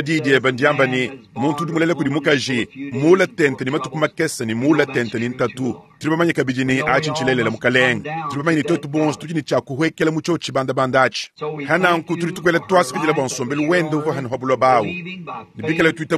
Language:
Luba-Lulua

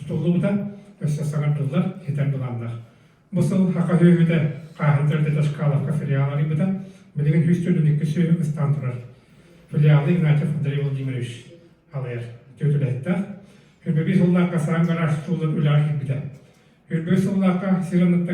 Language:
Yakut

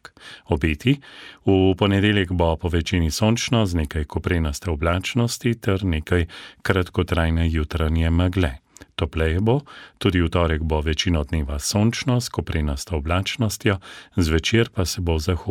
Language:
Slovenian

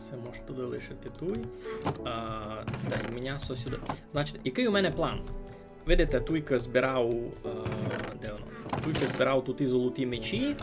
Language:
Rusyn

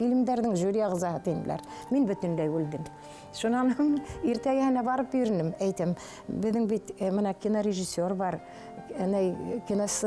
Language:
Bashkir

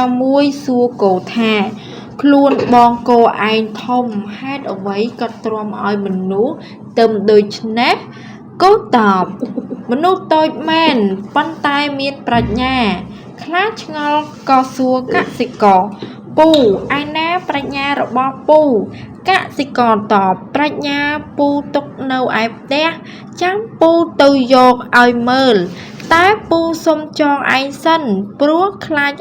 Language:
Khmer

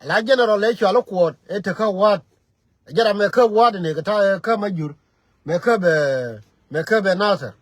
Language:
Nuer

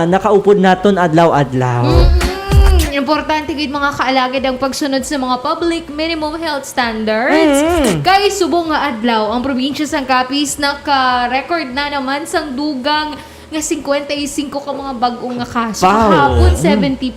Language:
Hiligaynon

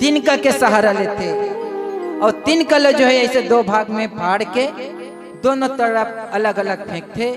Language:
Chhattisgarhi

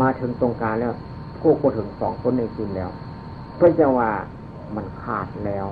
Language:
Northeastern Thai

